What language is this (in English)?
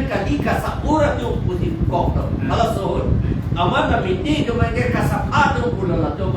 Karbi